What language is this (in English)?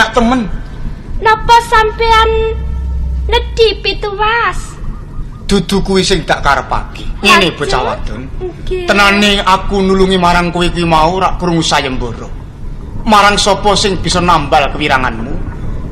Javanese